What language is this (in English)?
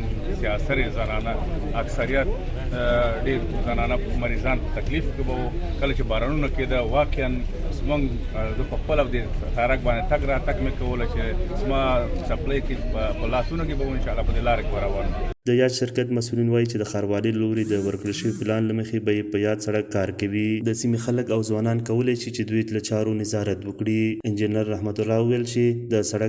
Pashto